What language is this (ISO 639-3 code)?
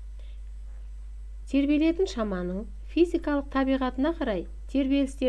kaz